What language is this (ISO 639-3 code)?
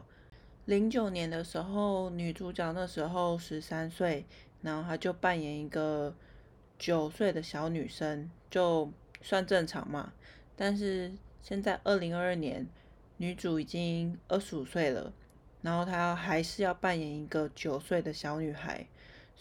zho